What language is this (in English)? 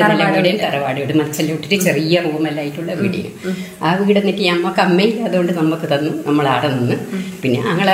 Malayalam